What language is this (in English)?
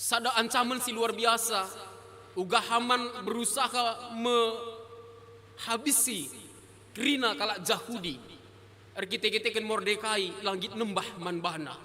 Batak Karo